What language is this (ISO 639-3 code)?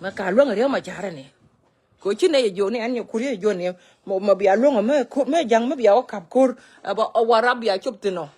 nus